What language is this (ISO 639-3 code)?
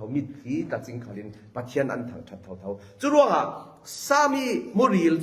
cfm